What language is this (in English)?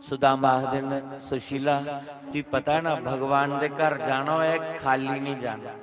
Dogri